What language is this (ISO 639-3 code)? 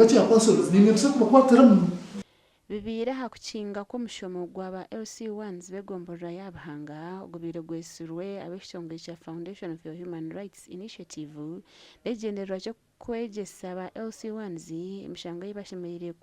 nyn